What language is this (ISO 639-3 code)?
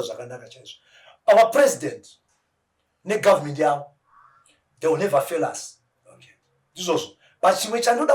sna